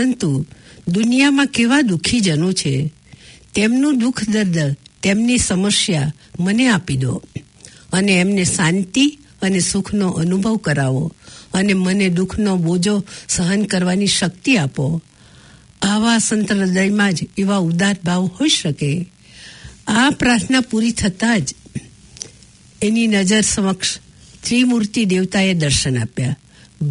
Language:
Gujarati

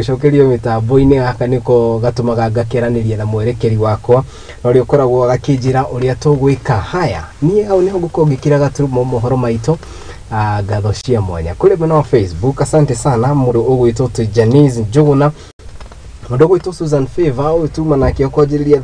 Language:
Kikuyu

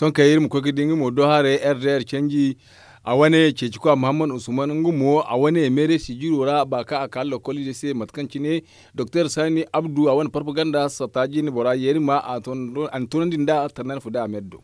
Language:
Zarma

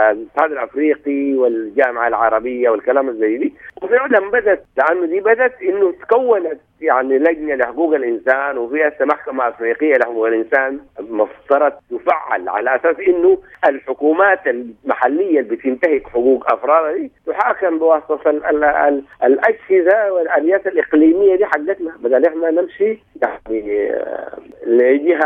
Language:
Sudanese Arabic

